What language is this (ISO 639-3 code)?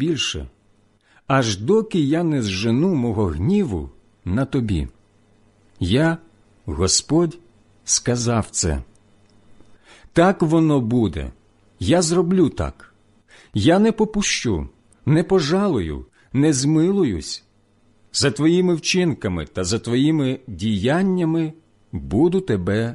ukr